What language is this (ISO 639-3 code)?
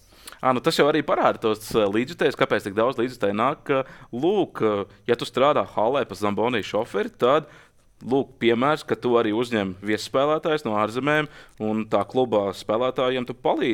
lav